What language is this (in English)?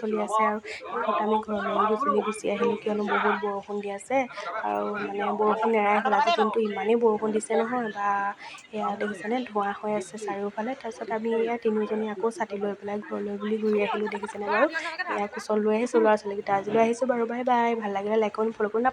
Assamese